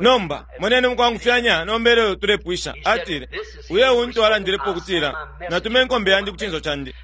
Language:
Bemba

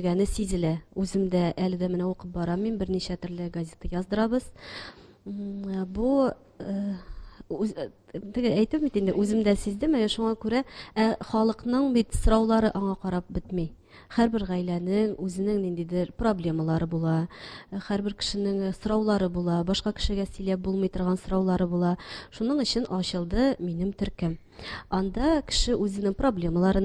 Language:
Tatar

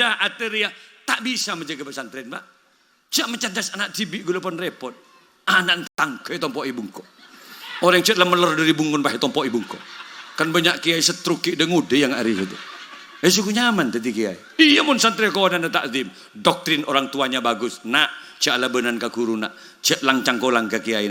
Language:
Madurese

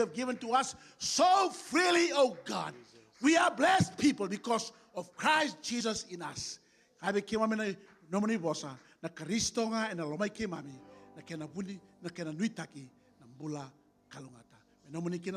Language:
Fijian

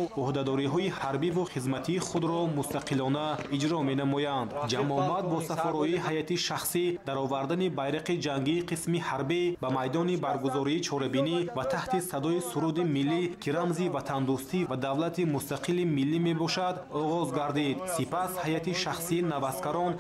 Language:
Tajik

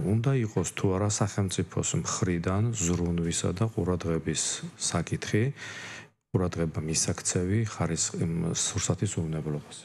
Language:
Georgian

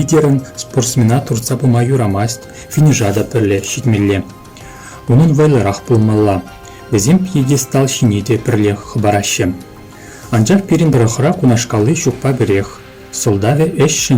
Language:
Chuvash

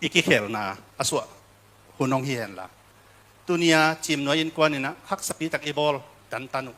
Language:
Tedim Chin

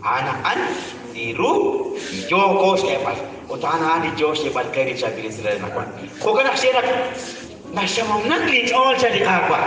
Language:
Kekchí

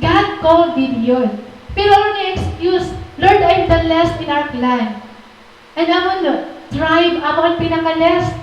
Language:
Waray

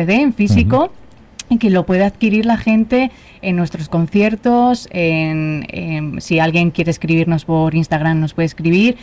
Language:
Spanish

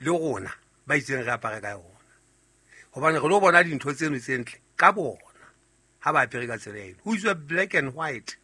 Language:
Southern Sotho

